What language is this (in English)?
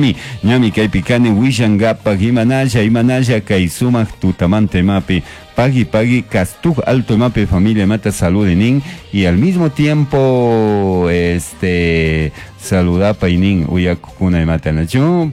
Chimborazo Highland Quichua